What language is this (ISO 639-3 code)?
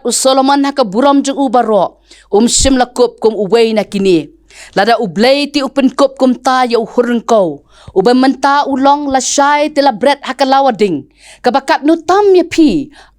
kha